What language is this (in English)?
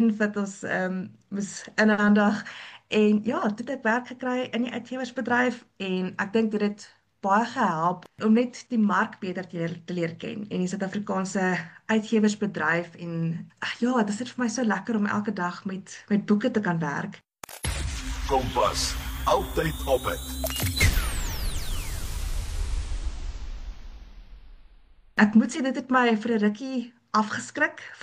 Afrikaans